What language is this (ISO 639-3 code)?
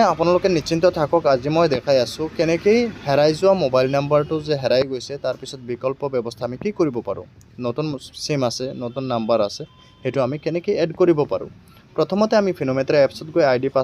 asm